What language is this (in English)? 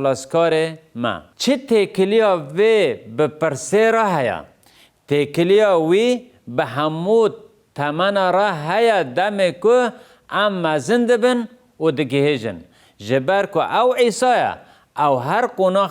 Kurdish